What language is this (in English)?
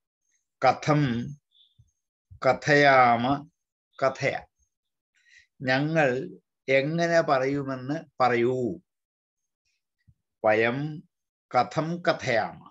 Malayalam